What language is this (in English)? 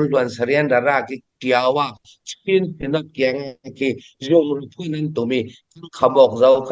Falam Chin